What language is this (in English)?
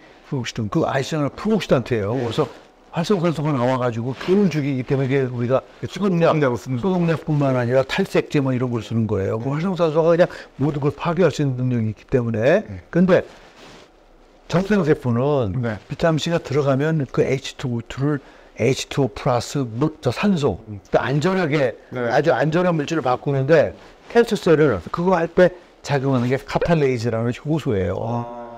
Korean